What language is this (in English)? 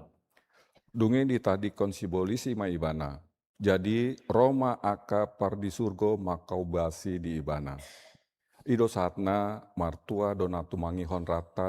Batak Toba